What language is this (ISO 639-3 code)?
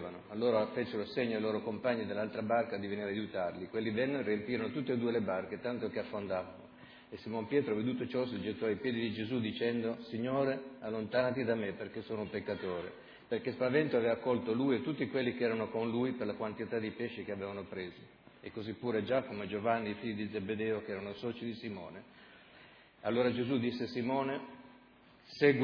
ita